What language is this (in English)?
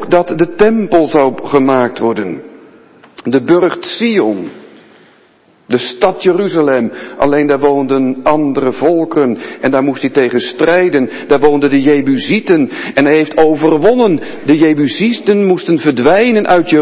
Dutch